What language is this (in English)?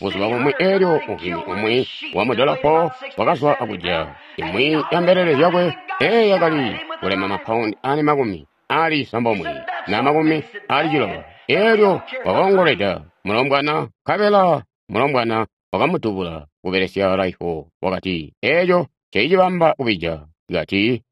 Tonga (Zambia)